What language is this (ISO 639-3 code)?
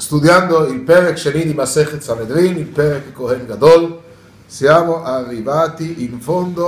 ita